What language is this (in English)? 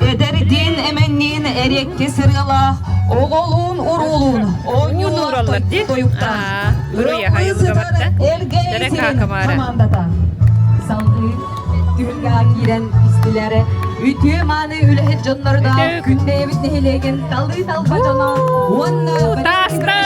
Yakut